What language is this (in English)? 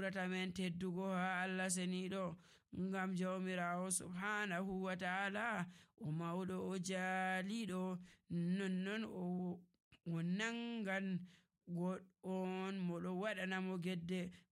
Nigerian Fulfulde